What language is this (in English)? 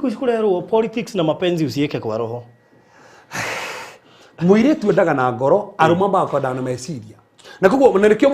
Kikuyu